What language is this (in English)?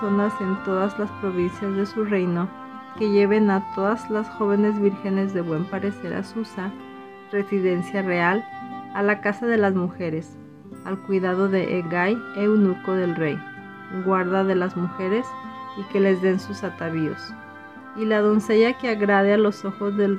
Spanish